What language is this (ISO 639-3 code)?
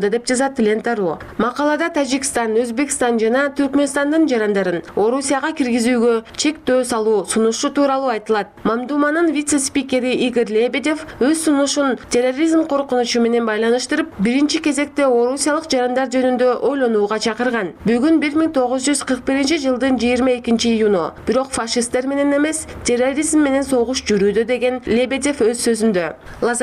kir